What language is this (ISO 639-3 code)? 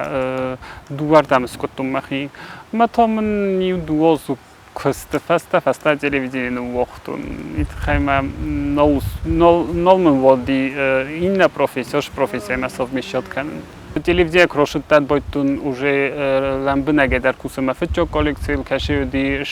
oss